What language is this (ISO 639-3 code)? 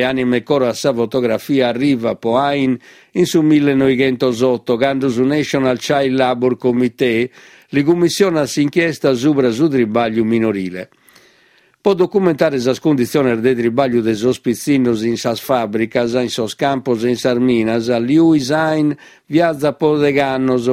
srd